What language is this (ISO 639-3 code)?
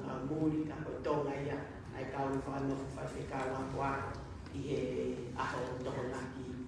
ton